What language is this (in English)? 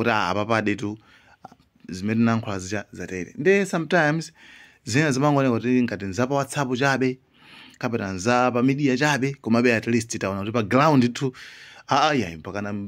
Nyanja